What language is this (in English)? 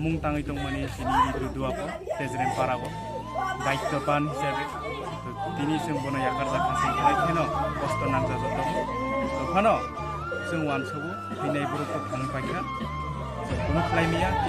Kok Borok